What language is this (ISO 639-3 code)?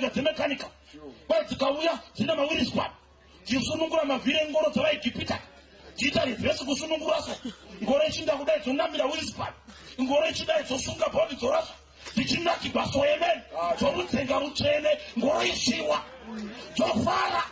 sna